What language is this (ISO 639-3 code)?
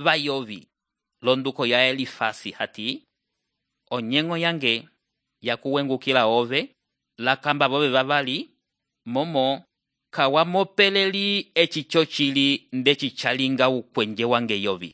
umb